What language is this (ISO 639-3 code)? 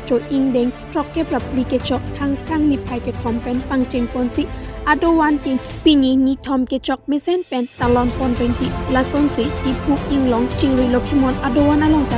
mjw